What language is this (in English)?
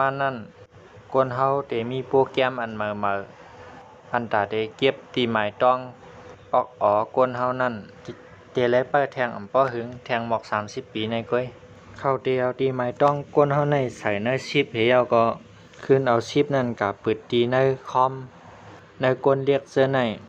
Shan